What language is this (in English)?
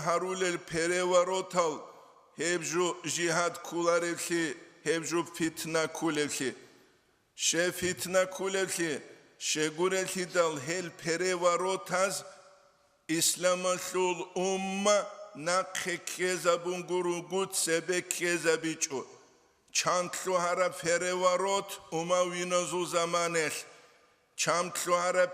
Avaric